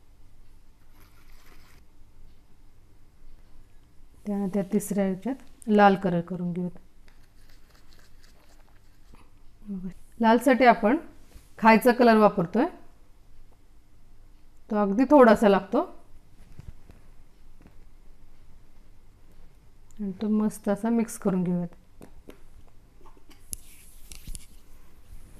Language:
Marathi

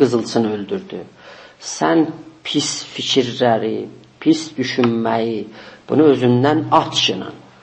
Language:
South Azerbaijani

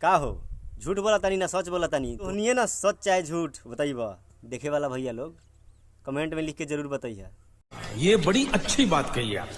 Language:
Bhojpuri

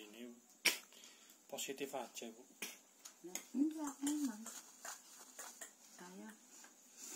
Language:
Indonesian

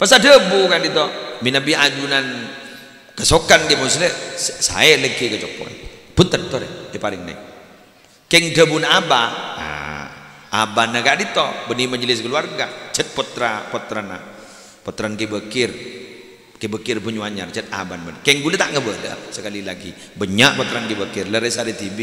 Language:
Madurese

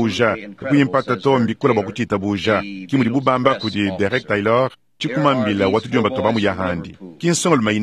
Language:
Luba-Lulua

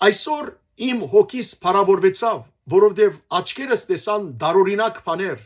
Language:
Western Armenian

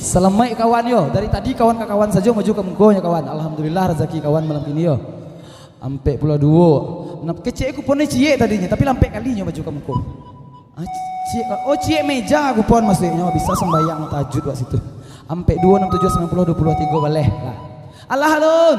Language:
Minangkabau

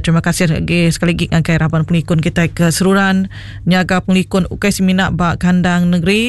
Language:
Iban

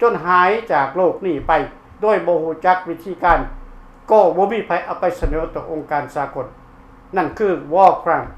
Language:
Lao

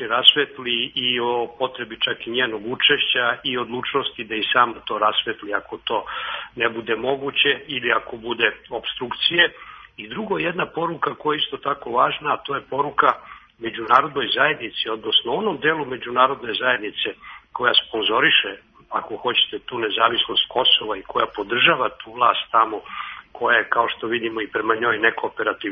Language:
Serbian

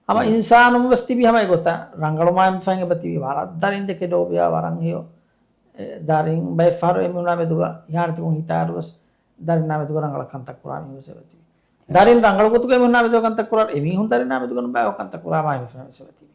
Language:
Divehi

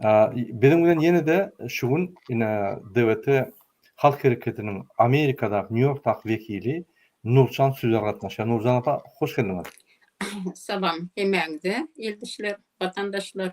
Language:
Turkmen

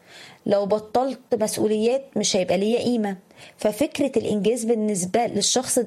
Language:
Egyptian Arabic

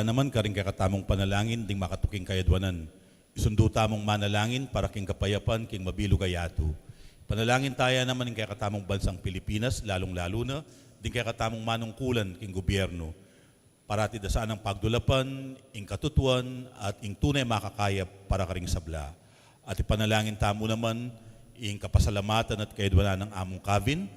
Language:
Pampanga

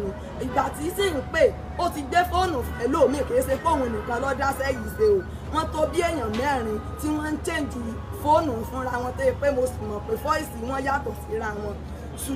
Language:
Yoruba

